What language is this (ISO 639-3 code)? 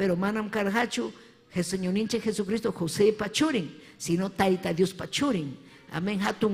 quy